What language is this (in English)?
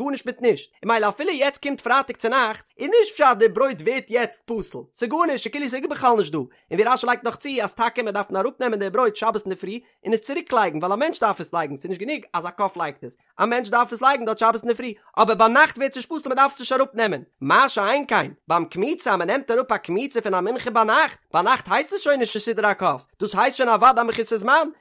Yiddish